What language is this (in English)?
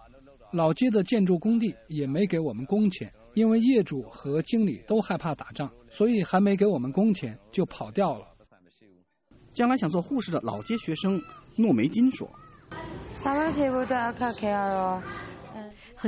Chinese